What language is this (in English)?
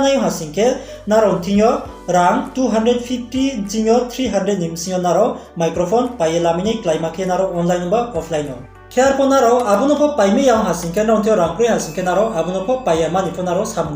Riang (India)